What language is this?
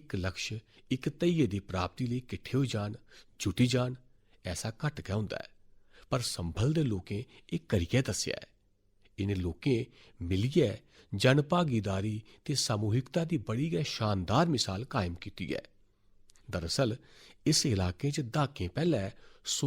Dogri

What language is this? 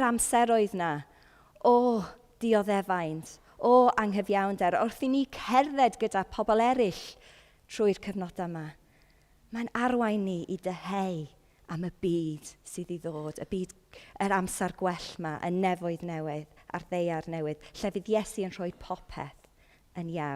Welsh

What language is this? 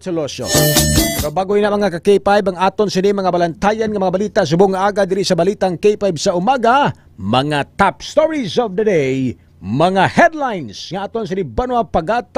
Hiligaynon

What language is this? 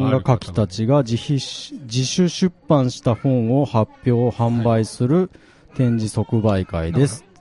Japanese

